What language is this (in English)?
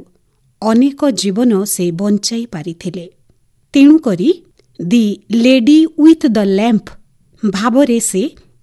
Odia